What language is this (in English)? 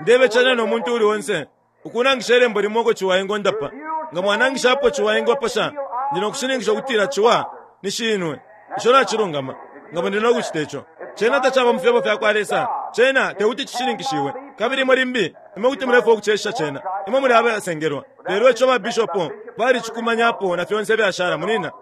Bemba